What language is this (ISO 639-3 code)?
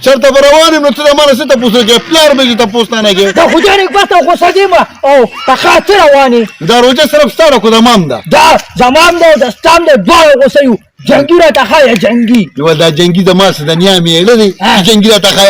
pus